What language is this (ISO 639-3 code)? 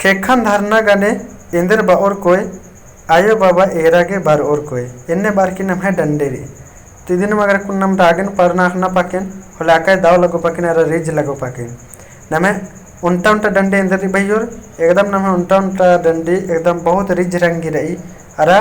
kru